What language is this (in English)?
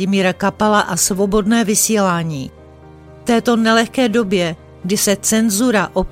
Czech